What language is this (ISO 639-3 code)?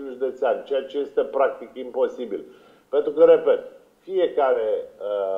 ron